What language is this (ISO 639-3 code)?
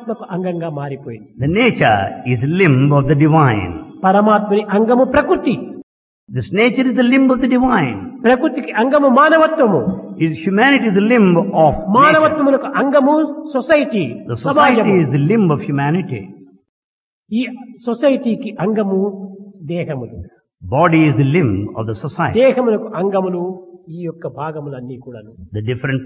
tel